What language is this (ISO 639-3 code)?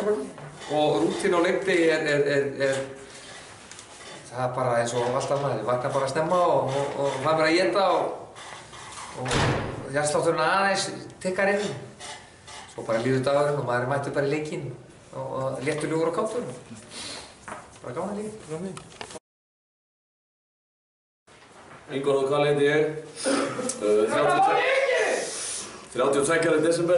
isl